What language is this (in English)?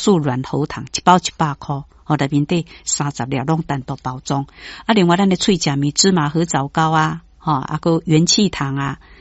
Min Nan Chinese